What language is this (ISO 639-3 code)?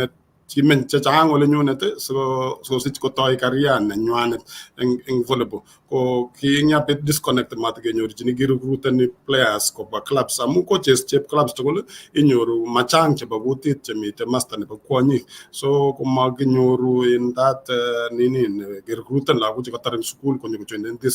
kln